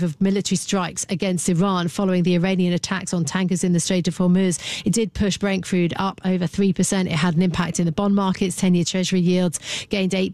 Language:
English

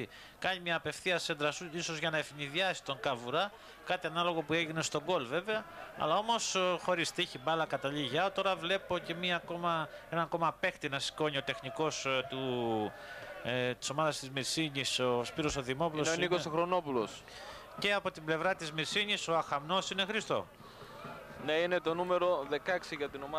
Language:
Greek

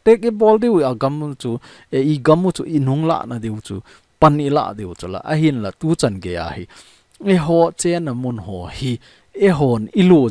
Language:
Thado Chin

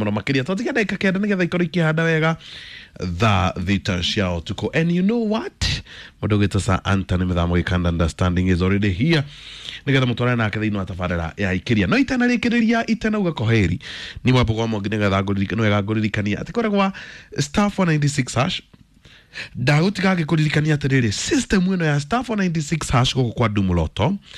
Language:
Kikuyu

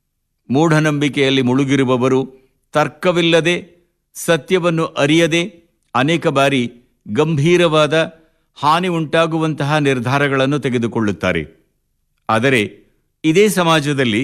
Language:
Kannada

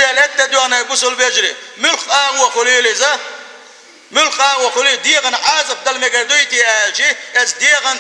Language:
Chechen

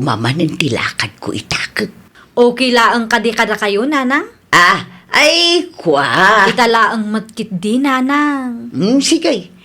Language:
Iloko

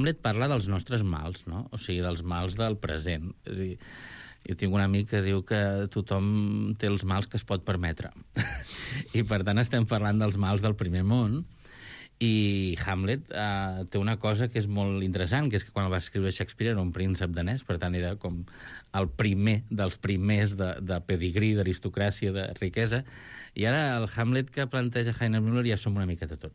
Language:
Catalan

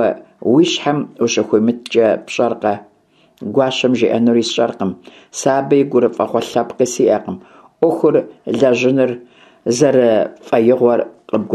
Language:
Kabardian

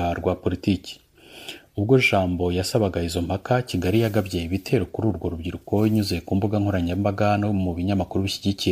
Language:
Kinyarwanda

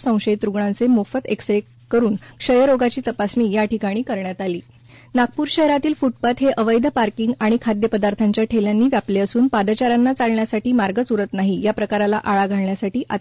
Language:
Marathi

